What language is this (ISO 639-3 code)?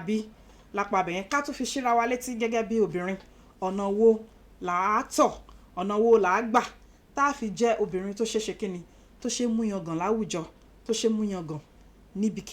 yor